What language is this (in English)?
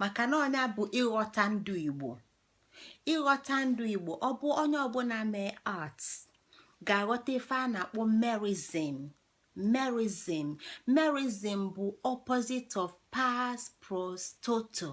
Igbo